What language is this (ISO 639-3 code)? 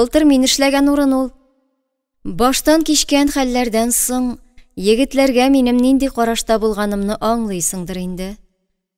tat